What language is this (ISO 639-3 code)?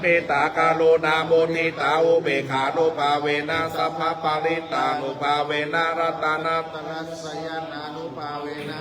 pli